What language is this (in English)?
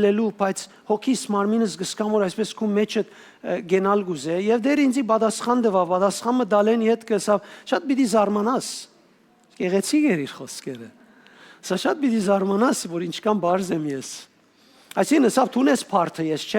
Western Armenian